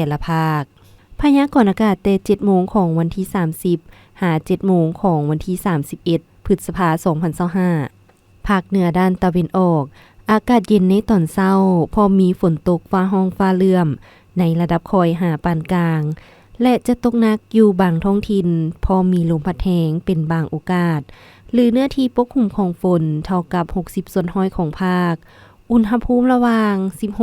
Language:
Lao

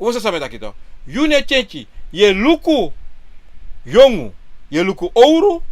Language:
Sranan Tongo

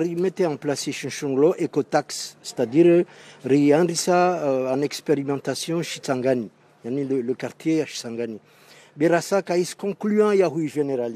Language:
Ngazidja Comorian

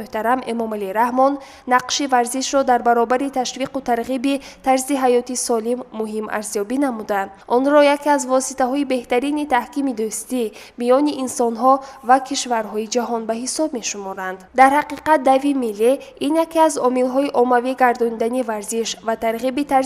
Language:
Tajik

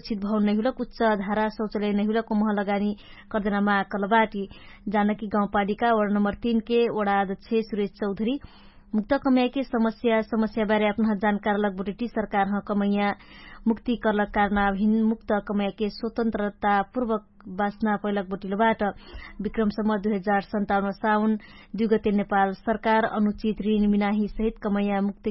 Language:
Dangaura Tharu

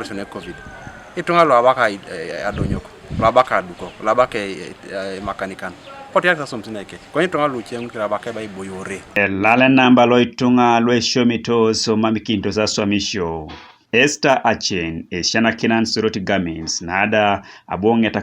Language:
Teso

